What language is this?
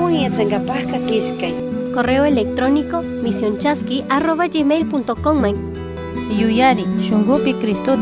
Chimborazo Highland Quichua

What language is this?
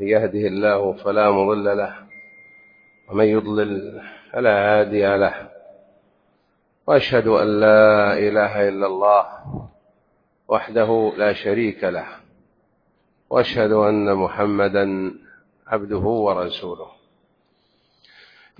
Arabic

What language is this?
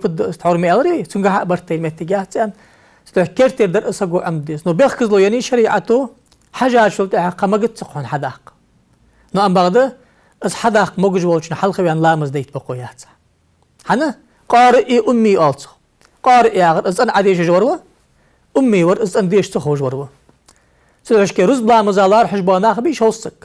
Ingush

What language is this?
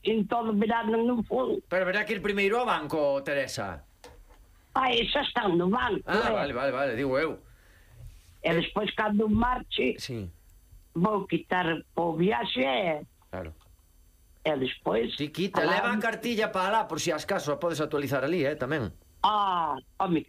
Galician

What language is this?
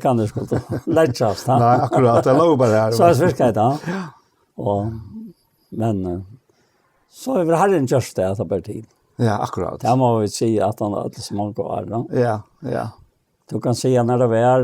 Faroese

